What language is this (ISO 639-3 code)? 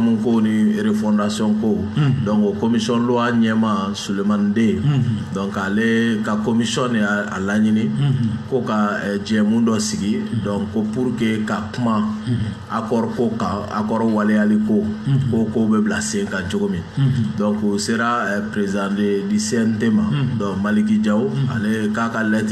bam